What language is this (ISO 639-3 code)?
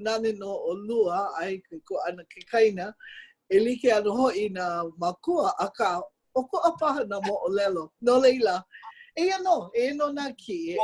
haw